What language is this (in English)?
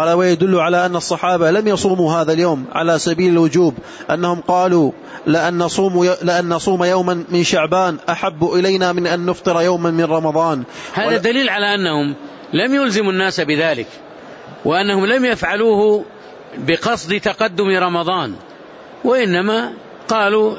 Arabic